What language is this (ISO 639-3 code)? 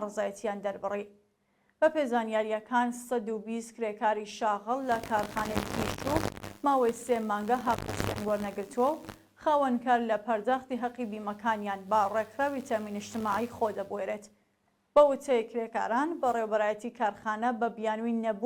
ckb